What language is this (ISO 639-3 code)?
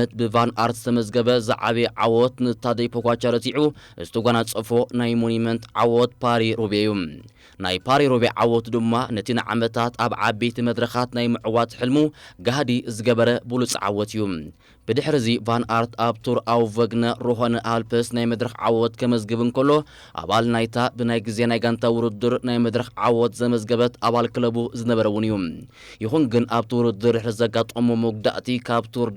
tir